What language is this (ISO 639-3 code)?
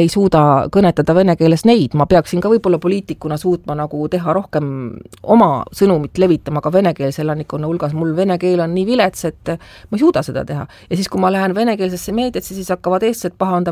est